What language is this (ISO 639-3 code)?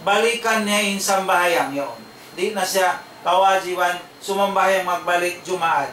tsg